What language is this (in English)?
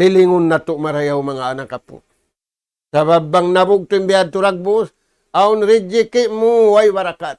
Tausug